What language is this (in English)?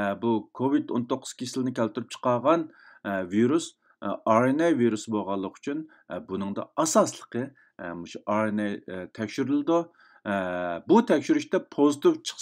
Uyghur